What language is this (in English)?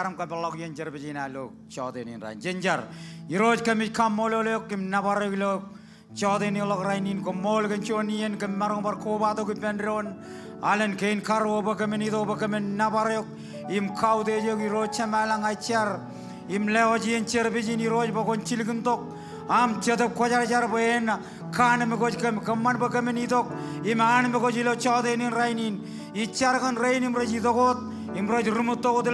Marshallese